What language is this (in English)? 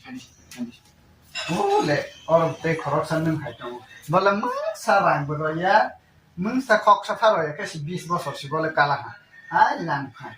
Kok Borok